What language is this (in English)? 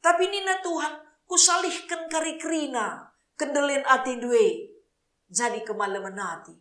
Batak Karo